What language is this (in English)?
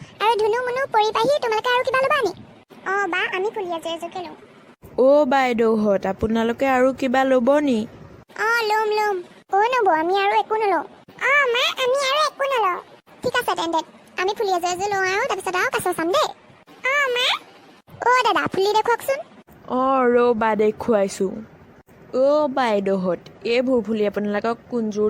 Assamese